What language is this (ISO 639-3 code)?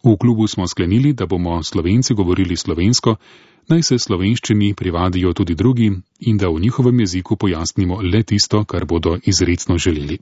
slv